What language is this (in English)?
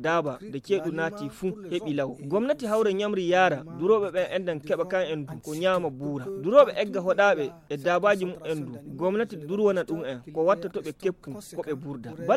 Fula